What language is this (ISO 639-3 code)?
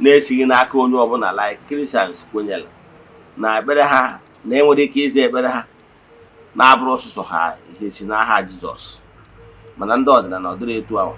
ibo